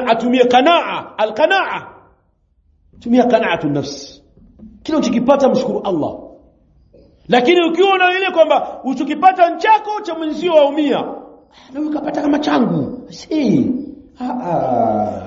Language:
Swahili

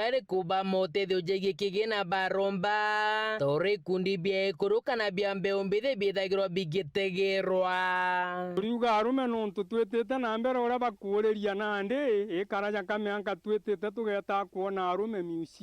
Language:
Meru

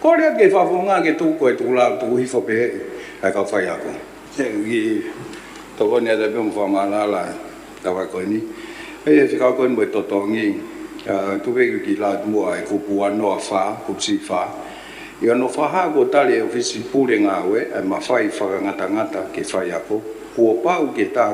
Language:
Tongan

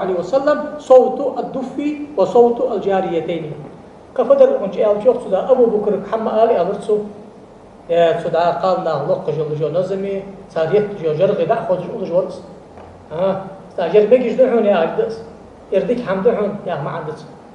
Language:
Ingush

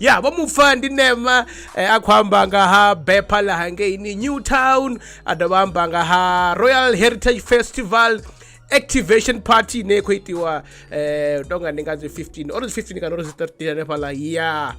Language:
Venda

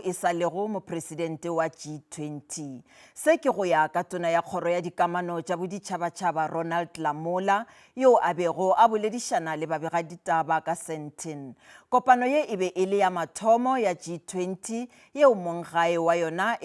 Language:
Northern Sotho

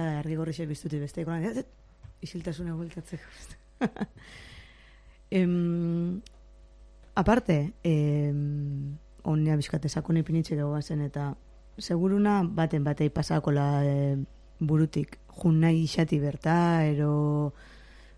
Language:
Basque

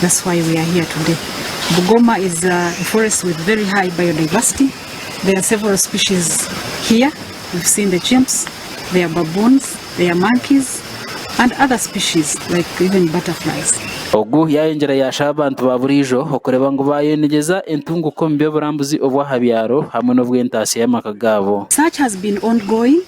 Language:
Nyankole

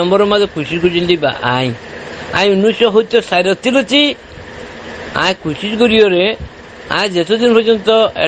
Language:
Rohingya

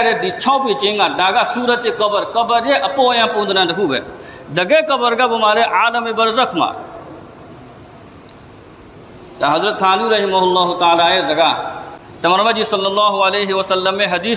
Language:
Burmese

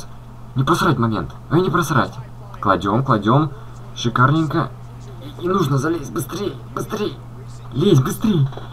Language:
Russian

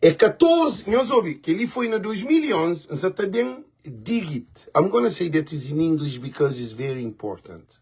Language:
Kabuverdianu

